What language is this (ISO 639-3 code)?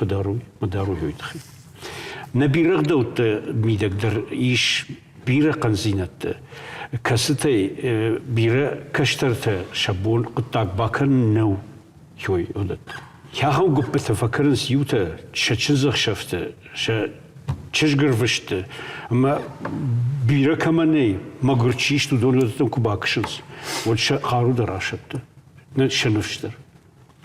oss